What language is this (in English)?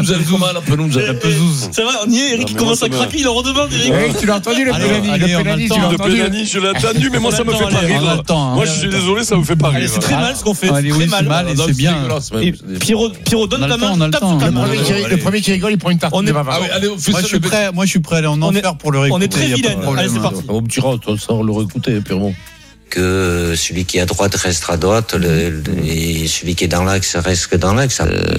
French